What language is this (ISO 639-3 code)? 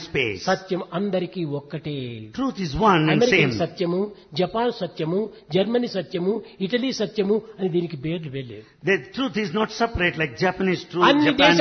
tel